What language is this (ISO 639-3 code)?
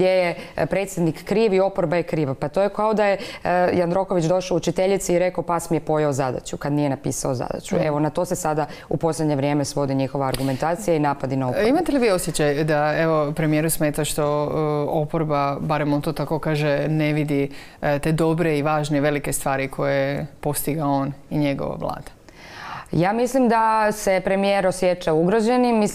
hrv